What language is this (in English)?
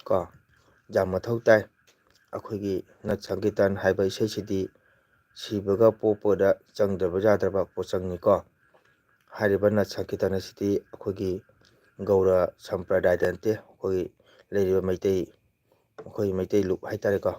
Manipuri